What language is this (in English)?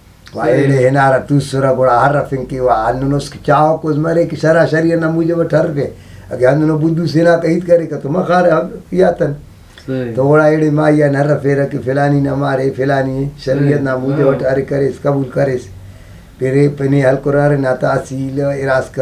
Brahui